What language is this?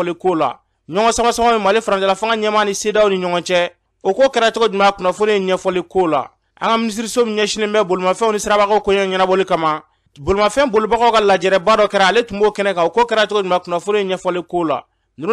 Bambara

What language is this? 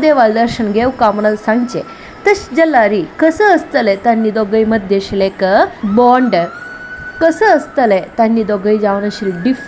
Konkani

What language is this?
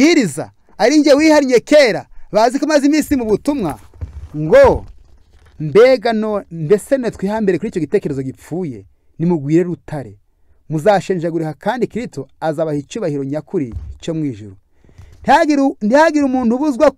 Kinyarwanda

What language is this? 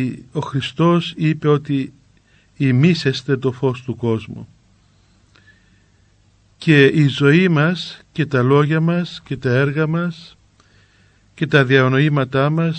Greek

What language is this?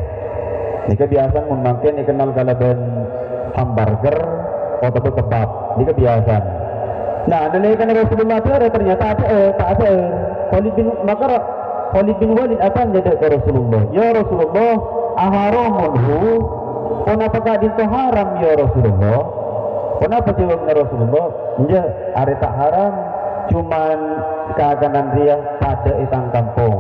Madurese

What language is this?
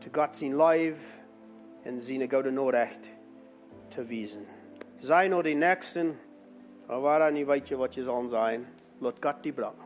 Plautdietsch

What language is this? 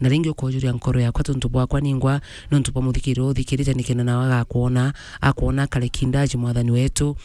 Meru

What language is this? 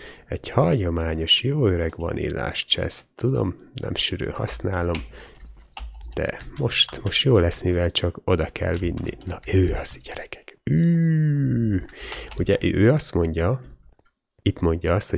Hungarian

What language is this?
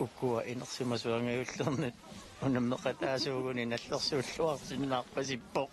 Kalaallisut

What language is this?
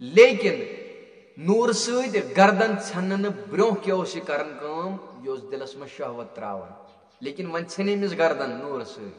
Kashmiri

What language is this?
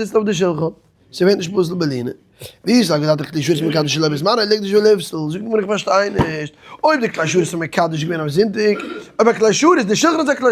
Yiddish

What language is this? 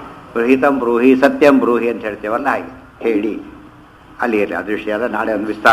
Kannada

